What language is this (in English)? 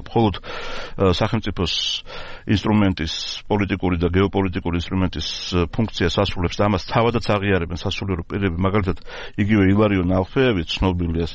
Georgian